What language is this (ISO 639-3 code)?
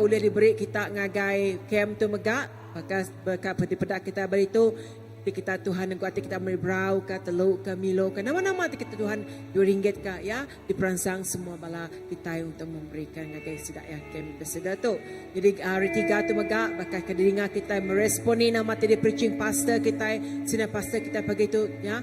iba